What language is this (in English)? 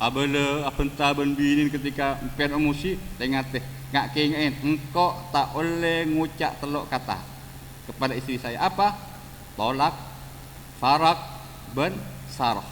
Madurese